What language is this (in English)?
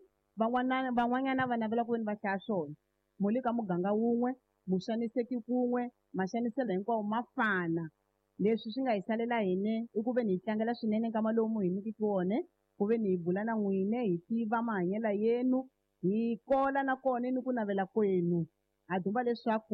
Tsonga